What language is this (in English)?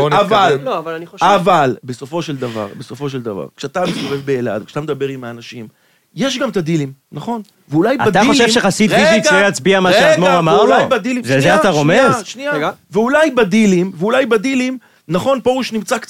Hebrew